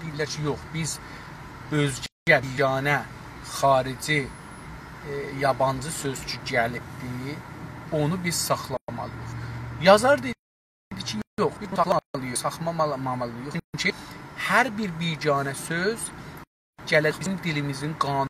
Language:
South Azerbaijani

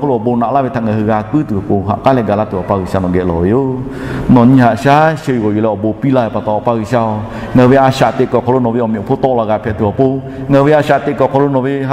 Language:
Lahu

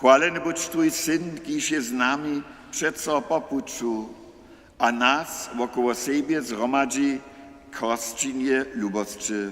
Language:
Upper Sorbian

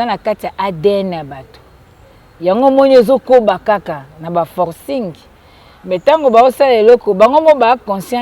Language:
Lingala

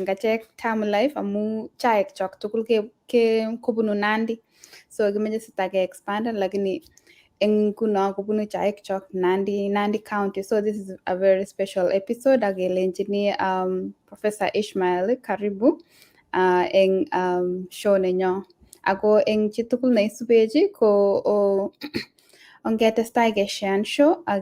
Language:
Kalenjin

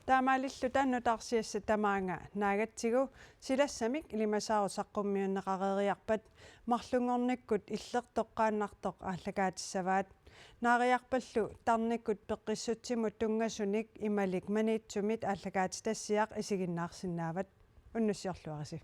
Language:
Kalaallisut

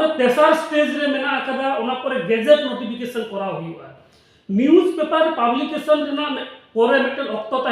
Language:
Santali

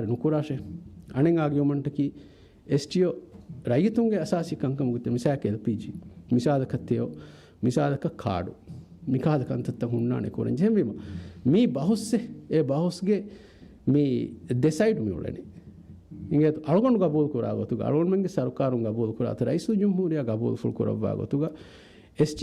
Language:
Divehi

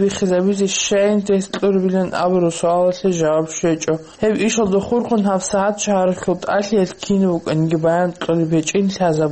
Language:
Avaric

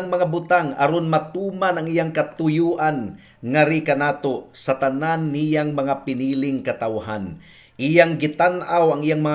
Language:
Cebuano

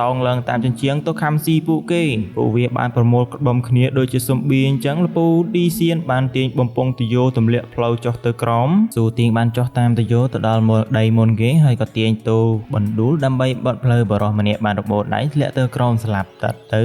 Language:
Khmer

